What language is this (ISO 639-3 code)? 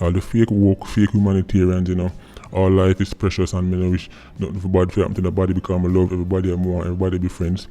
jam